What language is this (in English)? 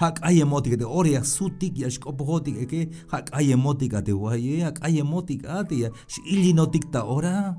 Tzeltal